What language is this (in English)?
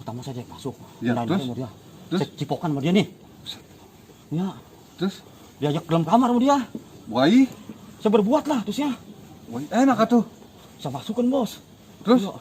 Betawi